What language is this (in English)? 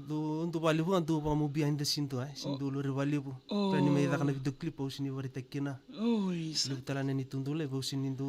Fijian